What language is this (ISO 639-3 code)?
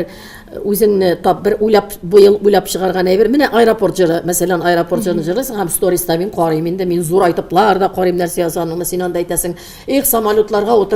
tat